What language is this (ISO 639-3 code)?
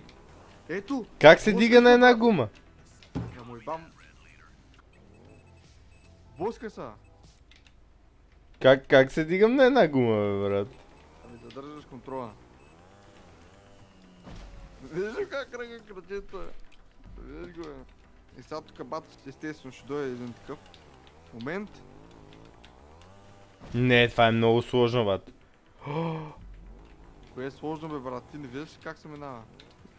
bul